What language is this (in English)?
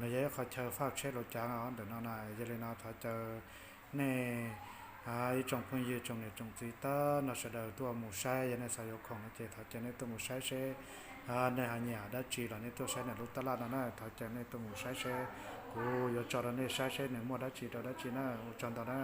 Hmong